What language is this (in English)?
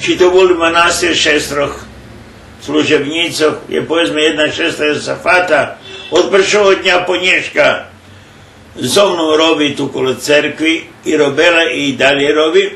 Rusyn